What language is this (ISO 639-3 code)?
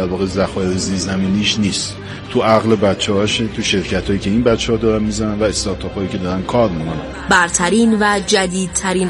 fas